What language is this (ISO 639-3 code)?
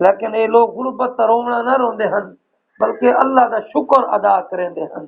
skr